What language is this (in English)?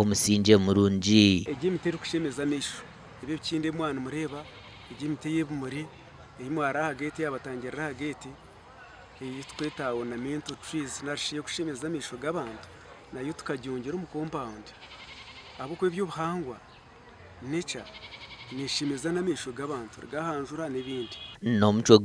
Nyankole